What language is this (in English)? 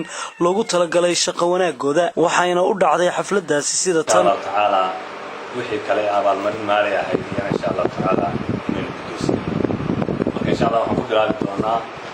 Somali